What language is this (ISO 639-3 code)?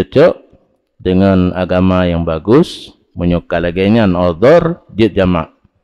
ace